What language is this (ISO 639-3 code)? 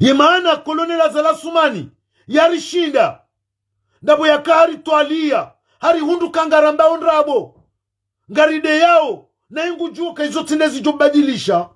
zdj